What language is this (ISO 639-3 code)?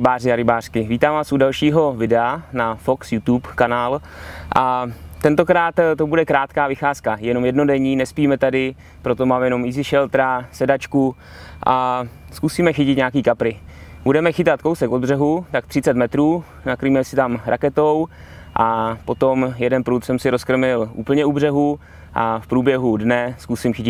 ces